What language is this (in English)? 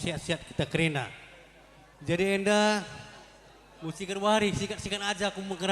Batak Karo